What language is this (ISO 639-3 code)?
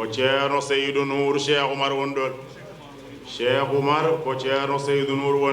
ful